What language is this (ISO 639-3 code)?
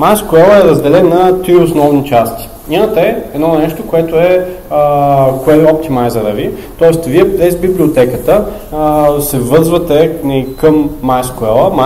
bul